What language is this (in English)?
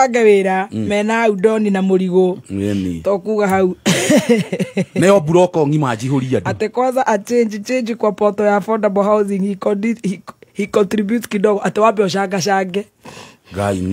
Kikuyu